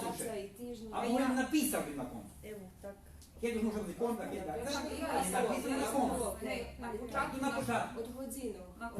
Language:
Rusyn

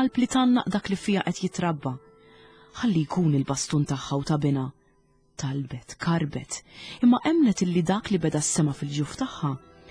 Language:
Maltese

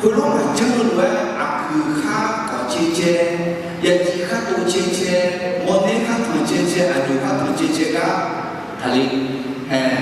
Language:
Akha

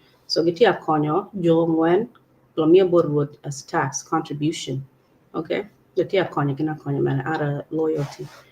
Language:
Acoli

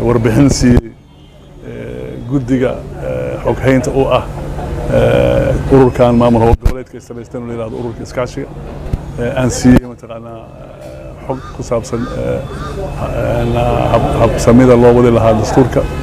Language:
Somali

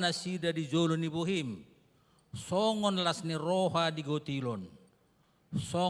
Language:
Batak Toba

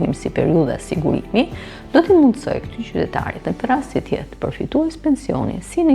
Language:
Albanian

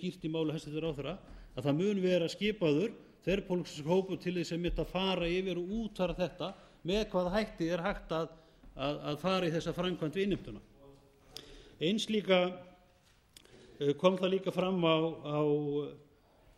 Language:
Icelandic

